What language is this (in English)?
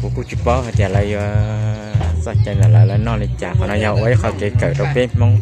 Hmong